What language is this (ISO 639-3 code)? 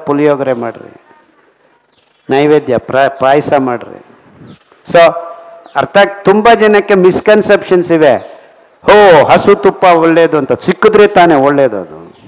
kan